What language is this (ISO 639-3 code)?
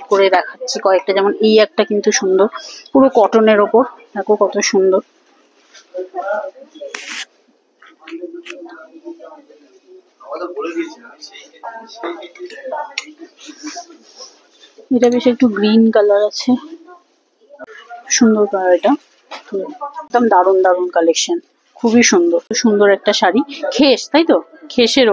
ben